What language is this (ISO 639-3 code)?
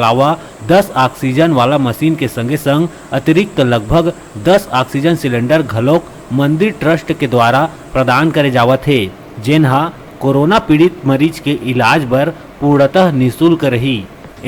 hne